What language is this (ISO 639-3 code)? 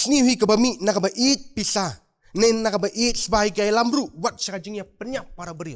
kha